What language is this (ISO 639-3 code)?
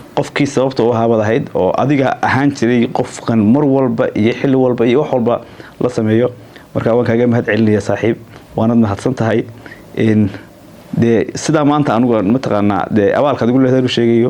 som